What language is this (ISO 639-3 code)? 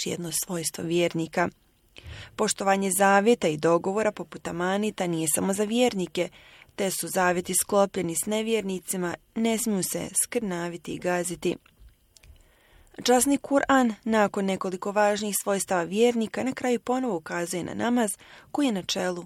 bos